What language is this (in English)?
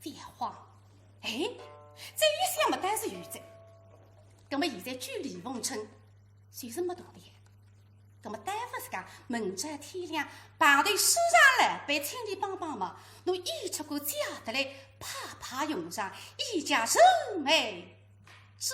Wu Chinese